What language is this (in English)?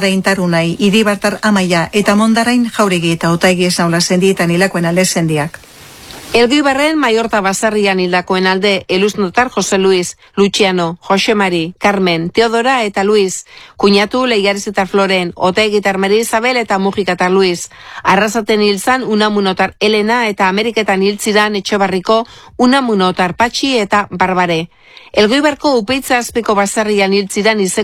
Basque